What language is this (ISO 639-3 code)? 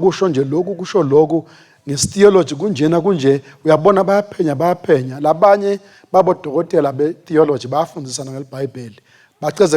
ssw